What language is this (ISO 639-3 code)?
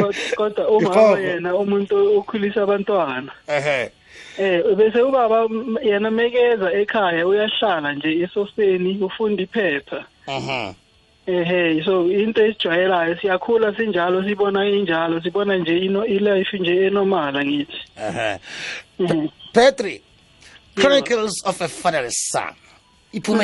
nbl